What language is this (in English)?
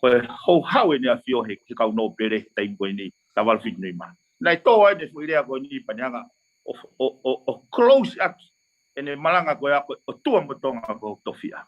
Tongan